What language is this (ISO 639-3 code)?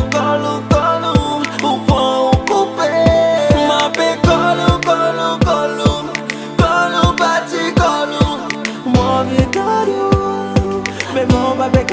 crs